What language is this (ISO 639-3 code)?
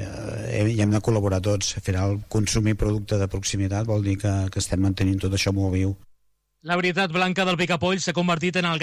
cat